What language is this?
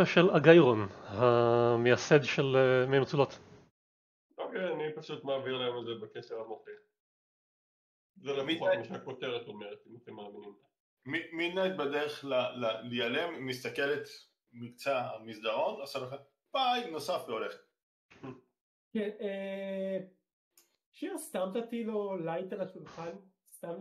Hebrew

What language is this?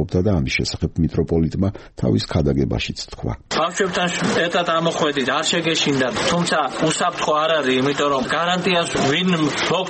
Georgian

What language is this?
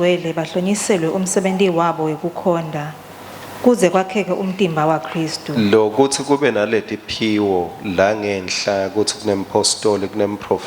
Swati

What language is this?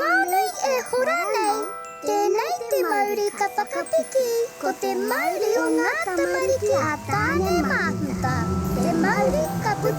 Māori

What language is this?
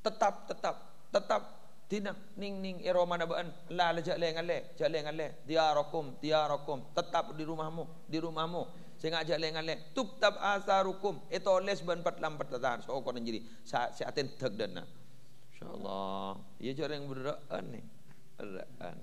Madurese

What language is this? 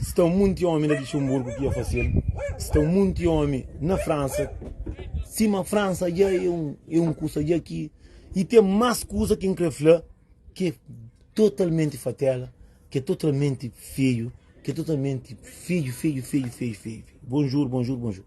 Kabuverdianu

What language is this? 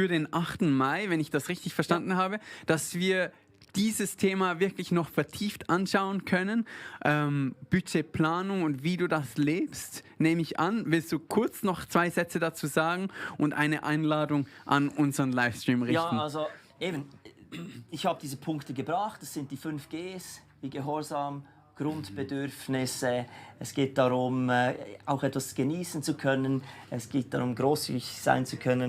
Swiss German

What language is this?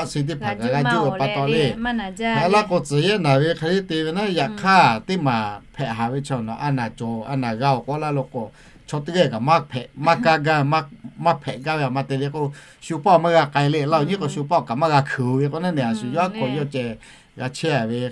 Lahu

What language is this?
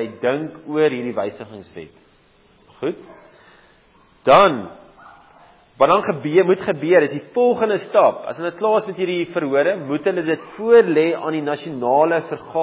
Afrikaans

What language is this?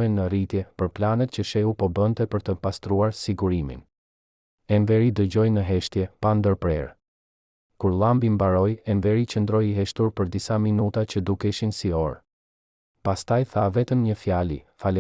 Albanian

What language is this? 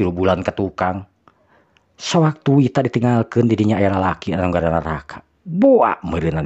Sundanese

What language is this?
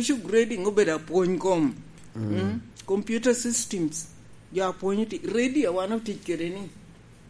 Lango (Uganda)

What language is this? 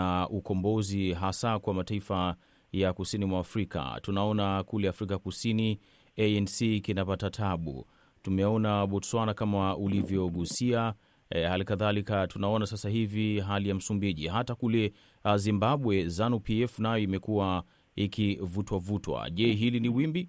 Swahili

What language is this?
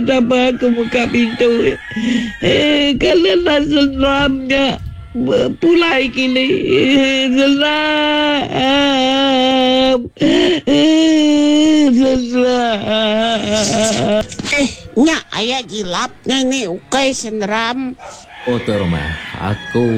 Iban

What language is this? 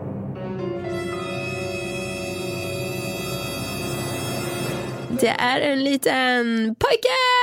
Swedish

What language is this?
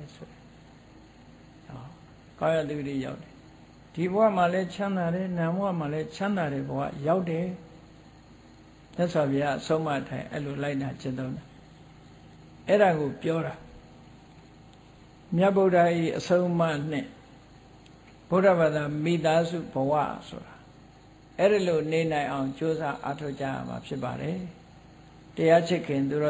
Burmese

